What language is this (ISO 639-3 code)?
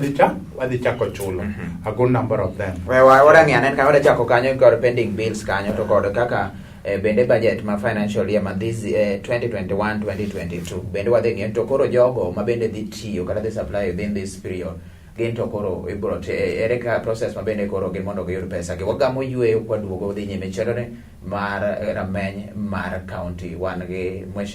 luo